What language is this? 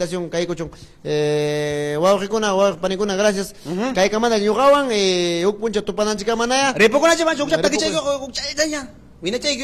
Ayacucho Quechua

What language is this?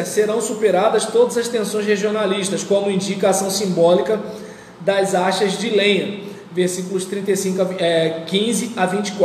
Portuguese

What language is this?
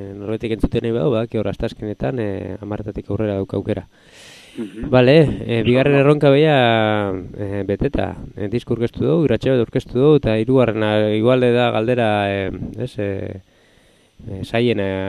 Basque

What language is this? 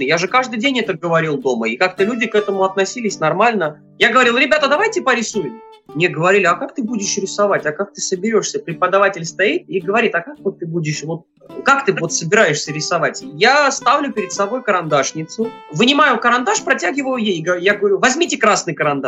Russian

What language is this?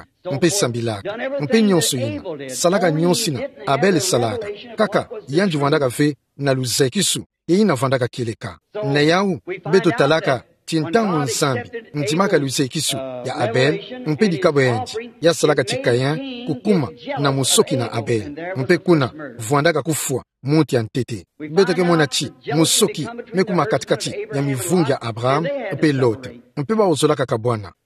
Kituba (Democratic Republic of Congo)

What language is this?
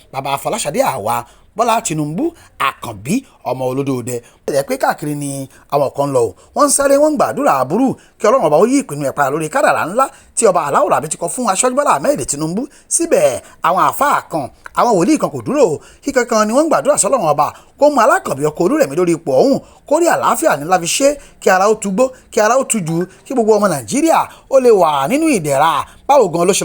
Yoruba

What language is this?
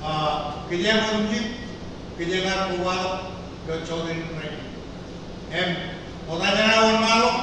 Marshallese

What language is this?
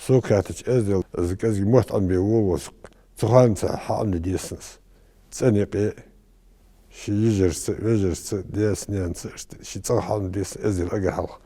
Ingush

